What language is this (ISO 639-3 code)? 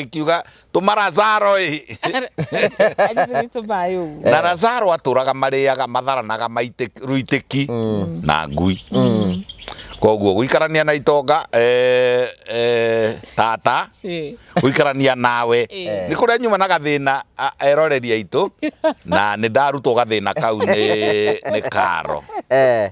kik